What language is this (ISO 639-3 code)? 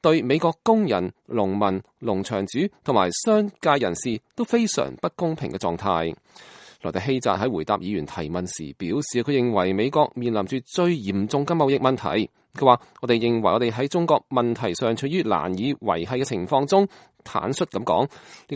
yue